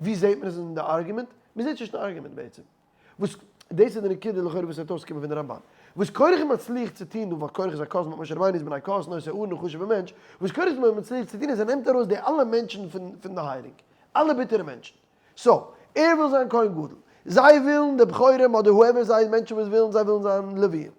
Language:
Yiddish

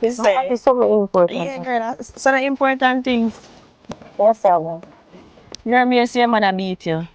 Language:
Jamaican Creole English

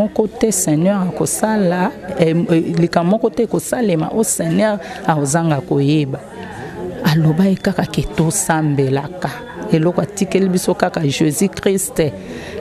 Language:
Lingala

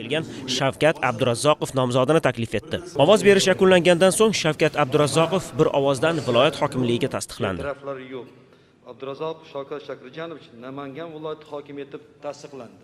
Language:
Uzbek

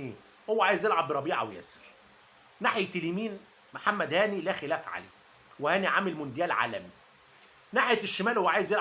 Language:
Egyptian Arabic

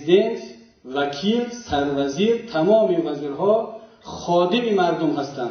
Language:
Tajik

